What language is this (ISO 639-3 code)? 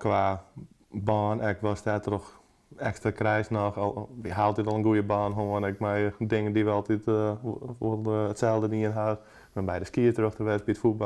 fry